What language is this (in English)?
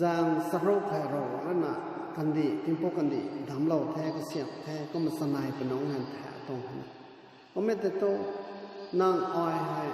Rongmei Naga